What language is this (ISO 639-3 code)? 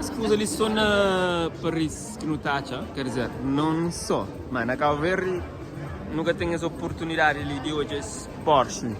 kea